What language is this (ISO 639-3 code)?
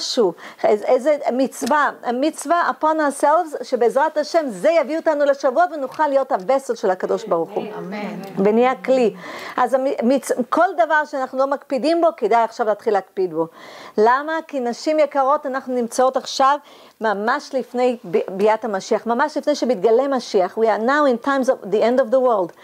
heb